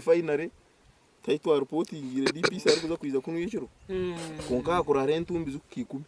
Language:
Nyankole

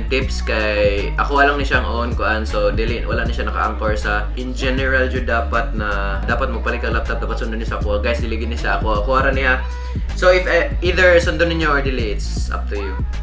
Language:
Cebuano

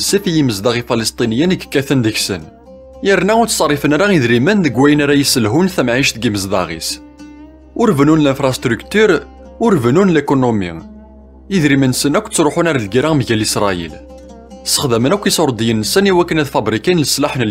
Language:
Kabyle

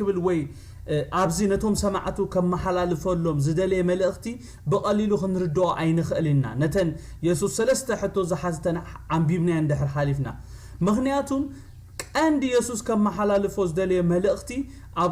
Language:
Tigrinya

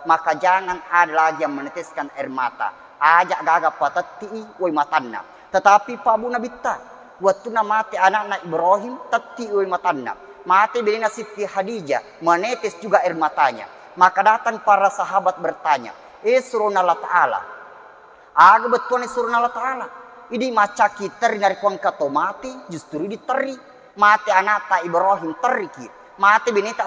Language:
Buginese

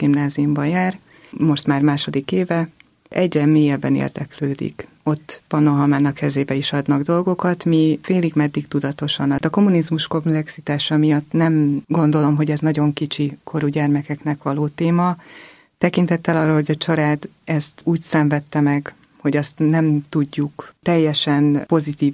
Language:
Hungarian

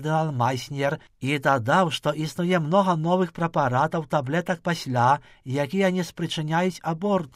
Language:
Belarusian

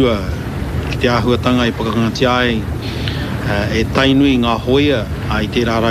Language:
Māori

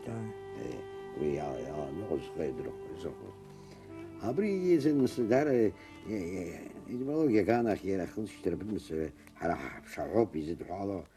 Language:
Abkhazian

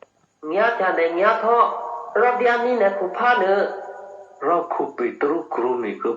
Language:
Eastern Kayah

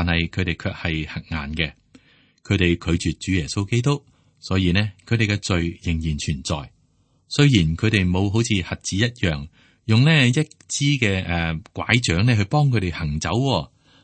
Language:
Cantonese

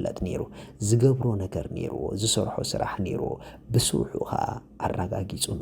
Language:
Tigrinya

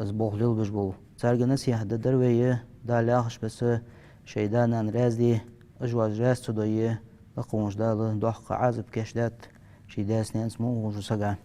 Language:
Ingush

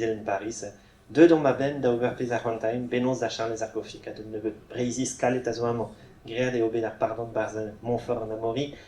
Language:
Breton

